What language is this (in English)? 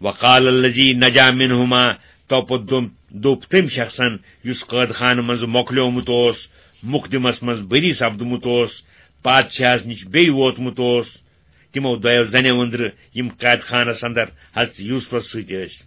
Kashmiri